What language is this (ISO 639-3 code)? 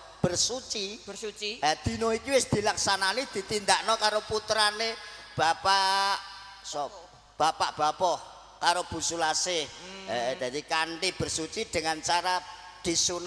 jav